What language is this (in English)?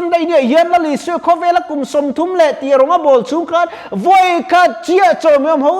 Mizo